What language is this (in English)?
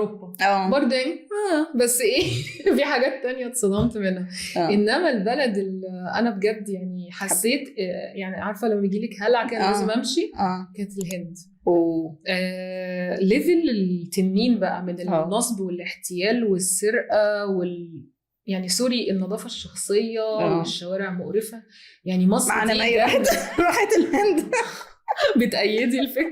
Egyptian Arabic